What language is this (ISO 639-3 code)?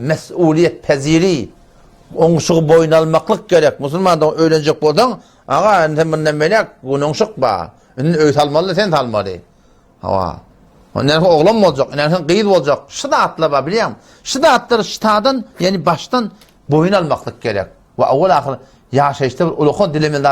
tuk